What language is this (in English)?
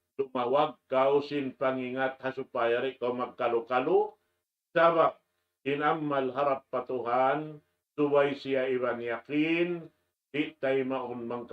Tausug